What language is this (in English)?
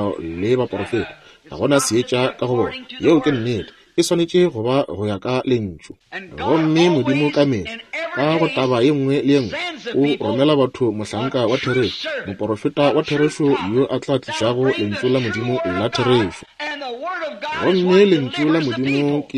Northern Sotho